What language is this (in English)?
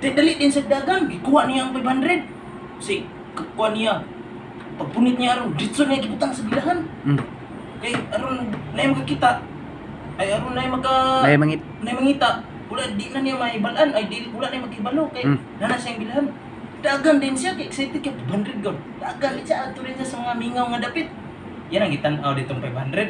Cebuano